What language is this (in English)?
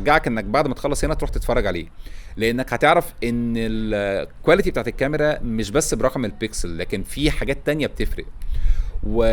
Egyptian Arabic